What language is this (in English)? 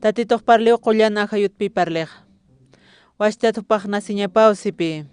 Aymara